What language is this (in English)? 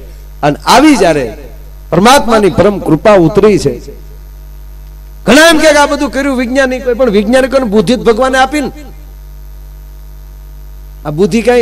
Gujarati